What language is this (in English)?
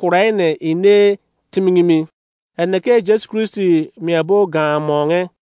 Izon